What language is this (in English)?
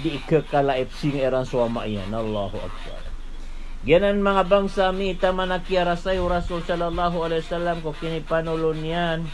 Maranao